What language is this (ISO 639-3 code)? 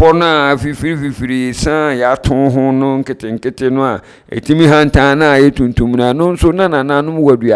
aka